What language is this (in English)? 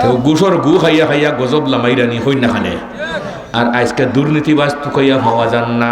Sylheti